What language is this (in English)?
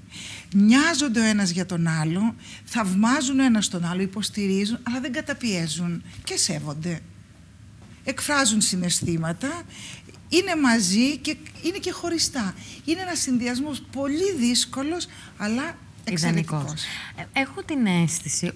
Greek